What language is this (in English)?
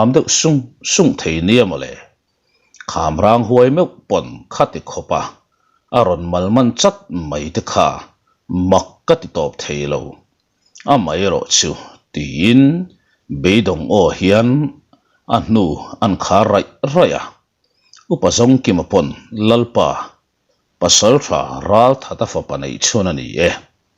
Mizo